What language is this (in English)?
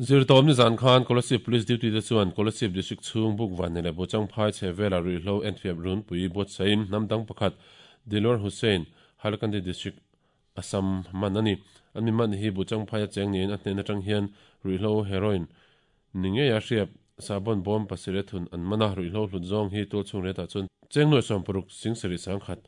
Mizo